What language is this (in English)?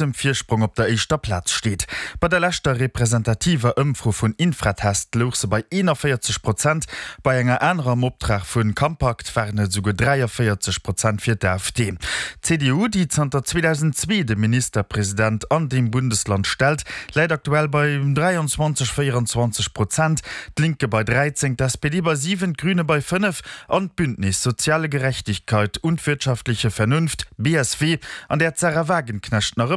Luxembourgish